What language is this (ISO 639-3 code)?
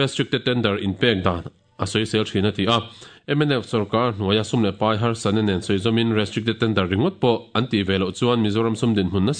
lus